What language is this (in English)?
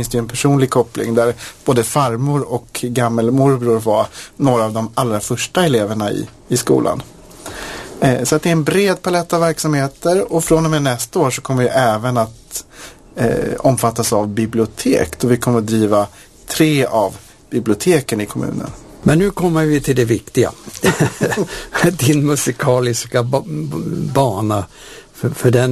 Swedish